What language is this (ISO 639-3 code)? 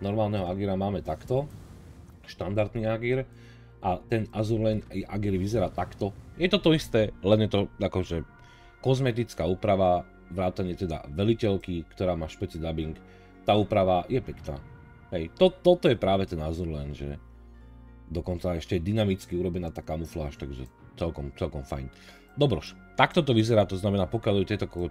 slk